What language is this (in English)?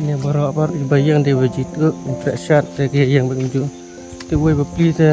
Khasi